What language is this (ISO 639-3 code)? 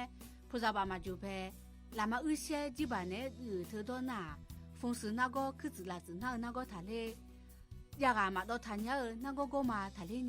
ahk